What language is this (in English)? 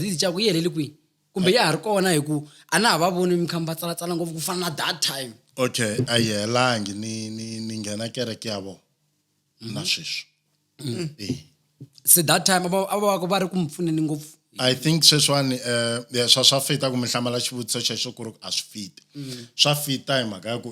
Tsonga